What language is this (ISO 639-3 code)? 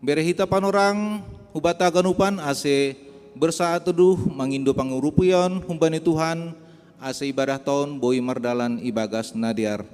bts